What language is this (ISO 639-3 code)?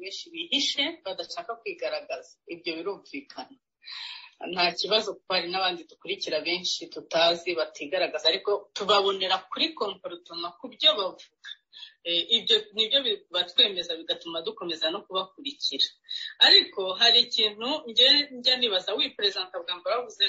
kin